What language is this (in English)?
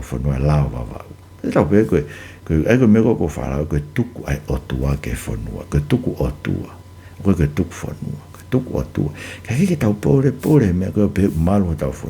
Tongan